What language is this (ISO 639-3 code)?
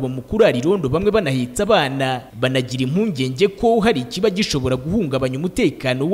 kin